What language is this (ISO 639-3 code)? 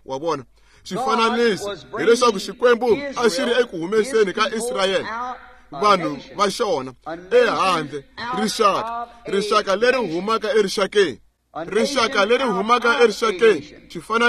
tso